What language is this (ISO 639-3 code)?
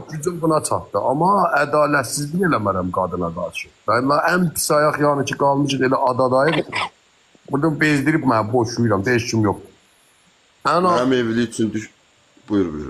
aze